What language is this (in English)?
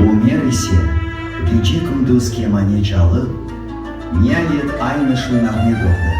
Crimean Tatar